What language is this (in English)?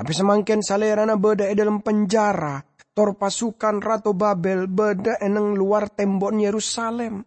Madurese